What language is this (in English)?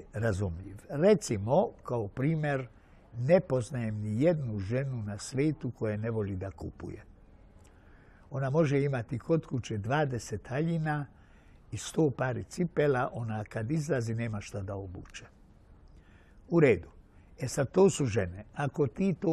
Serbian